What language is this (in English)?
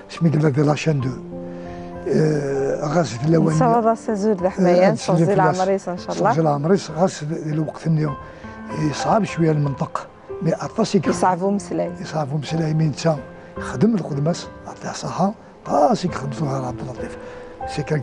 Kabyle